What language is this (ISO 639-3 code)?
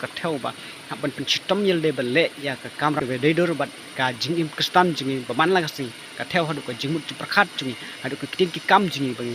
kha